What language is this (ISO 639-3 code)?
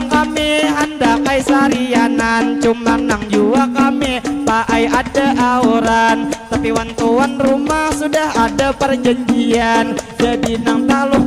bjn